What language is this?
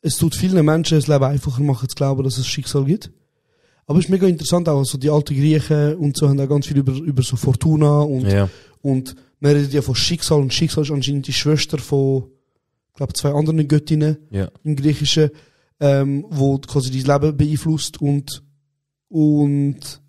Swiss German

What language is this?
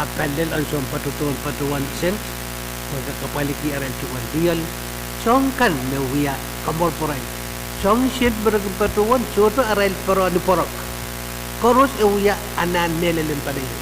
Pohnpeian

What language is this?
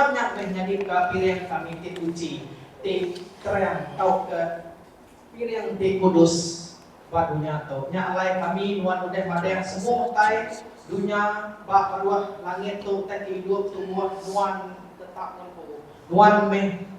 Iban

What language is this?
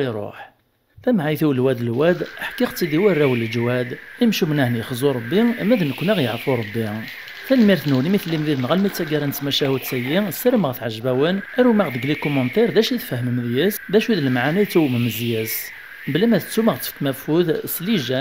Kabyle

